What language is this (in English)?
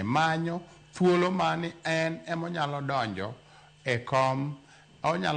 Luo (Kenya and Tanzania)